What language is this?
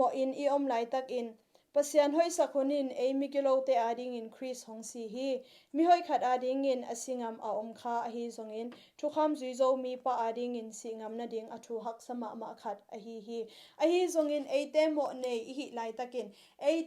Tedim Chin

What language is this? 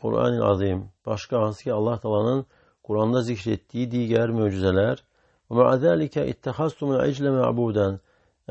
Azerbaijani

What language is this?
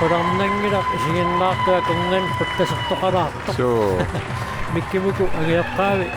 Kalaallisut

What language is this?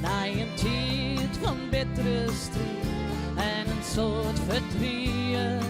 Western Frisian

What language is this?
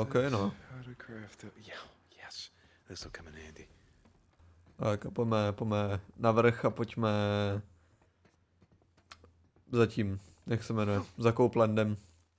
Czech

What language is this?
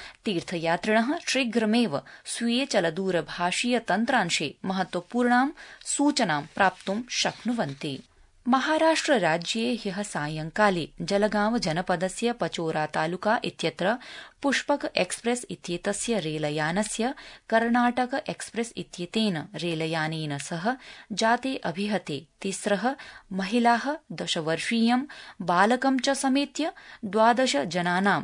Sanskrit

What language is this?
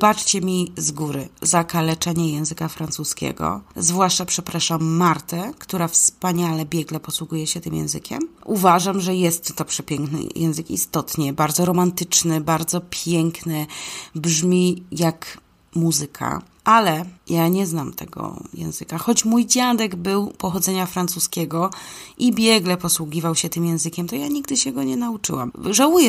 Polish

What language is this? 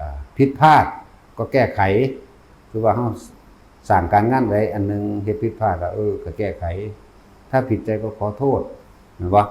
Northeastern Thai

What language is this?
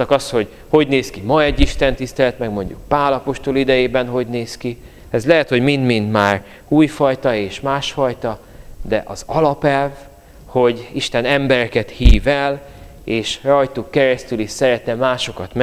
Hungarian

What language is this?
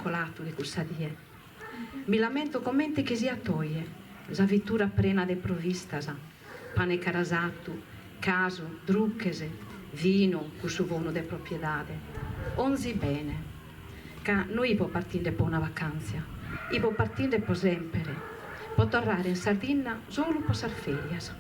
Sardinian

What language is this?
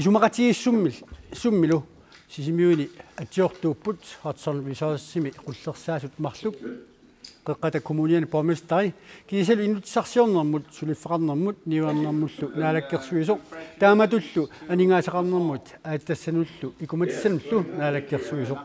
Kalaallisut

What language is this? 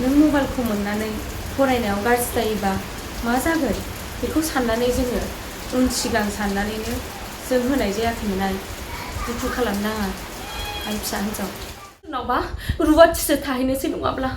Bodo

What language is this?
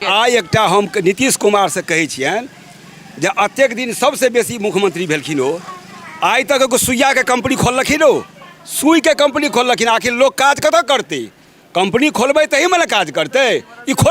Maithili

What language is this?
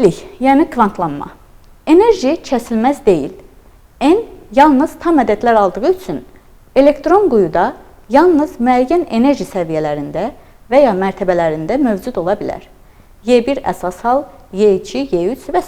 Azerbaijani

